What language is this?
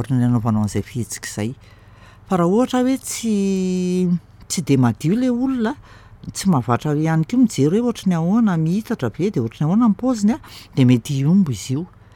Malagasy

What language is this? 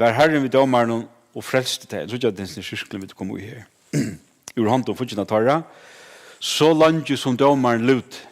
Faroese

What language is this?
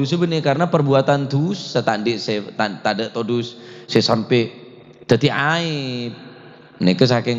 Madurese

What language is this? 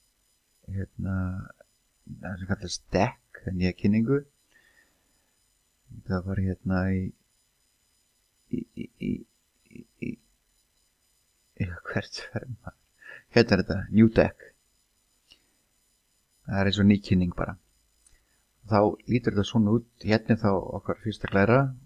Icelandic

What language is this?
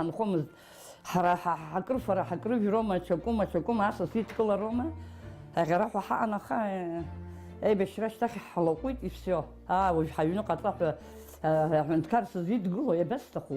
Abkhazian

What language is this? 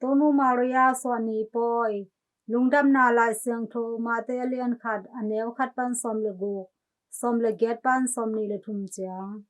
Tedim Chin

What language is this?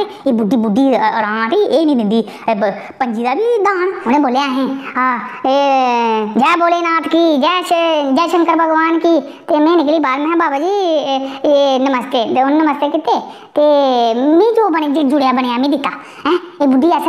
Dogri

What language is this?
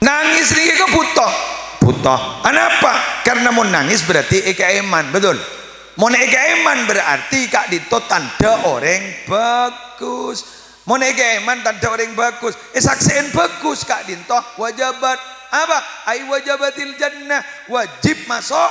Madurese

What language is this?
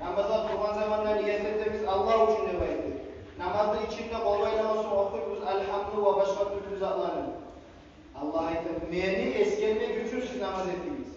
Kumyk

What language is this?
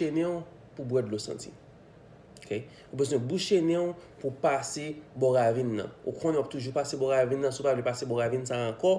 Haitian Creole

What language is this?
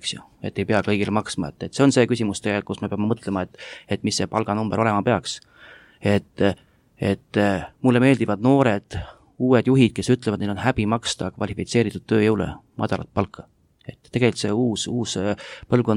Estonian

